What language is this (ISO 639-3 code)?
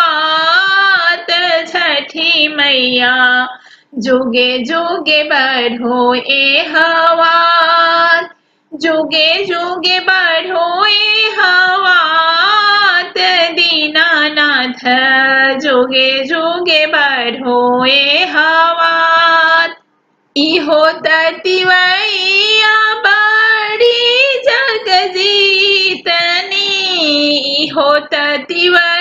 bho